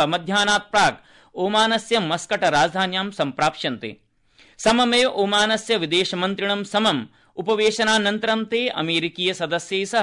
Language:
Sanskrit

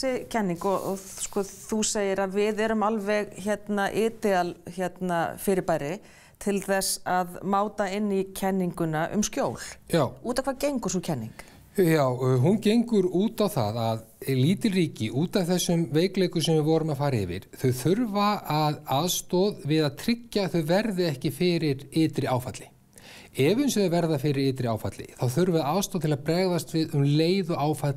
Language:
Icelandic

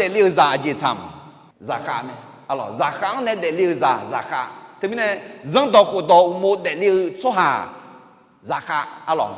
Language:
Akha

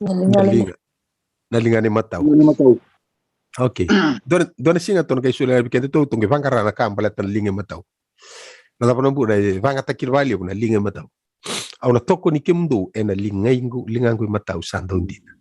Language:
Fijian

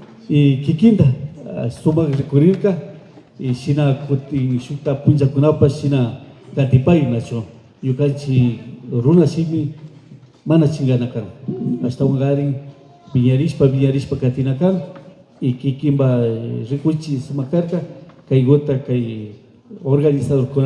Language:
Imbabura Highland Quichua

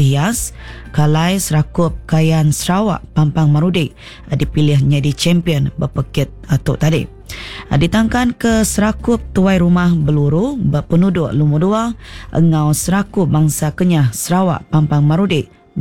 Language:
Iban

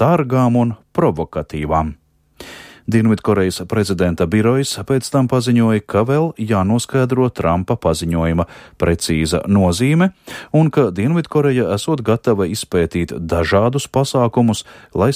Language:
Latvian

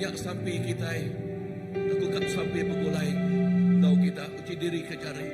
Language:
Iban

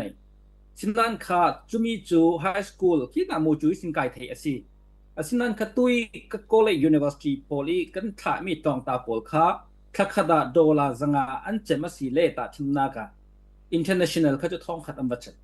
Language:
Falam Chin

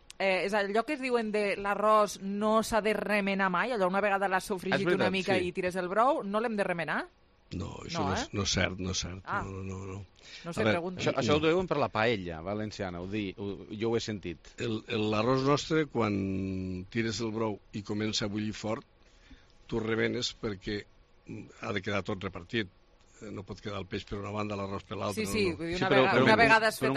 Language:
Catalan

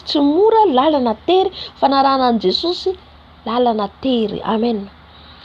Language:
Malagasy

